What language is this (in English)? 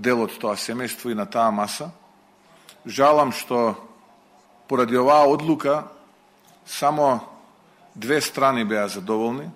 Macedonian